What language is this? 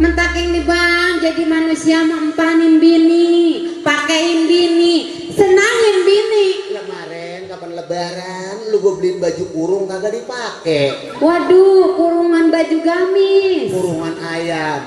Betawi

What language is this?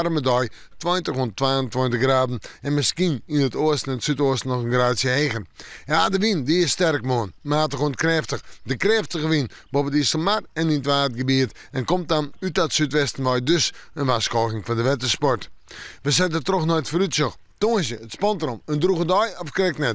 Western Frisian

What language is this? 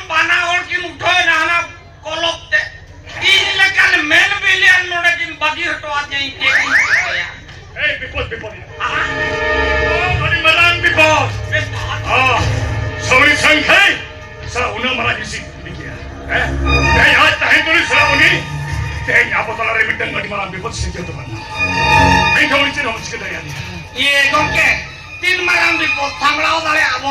Santali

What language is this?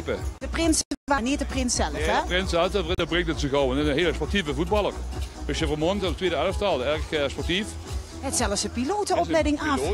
Limburgish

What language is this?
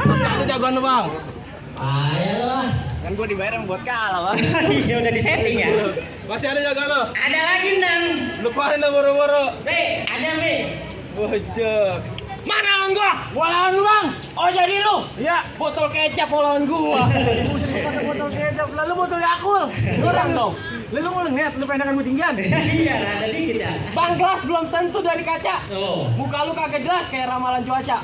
Betawi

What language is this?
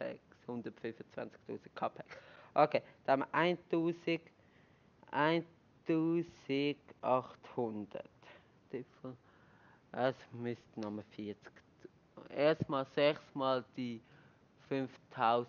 Swiss German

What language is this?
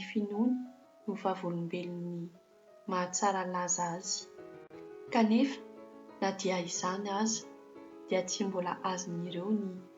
Malagasy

